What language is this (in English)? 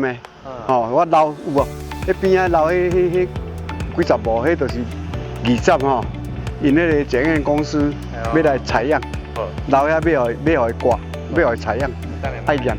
Min Nan Chinese